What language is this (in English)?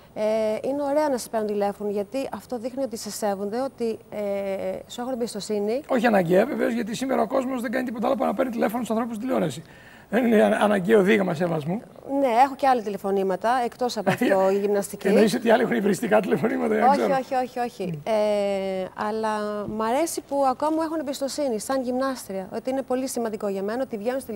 Greek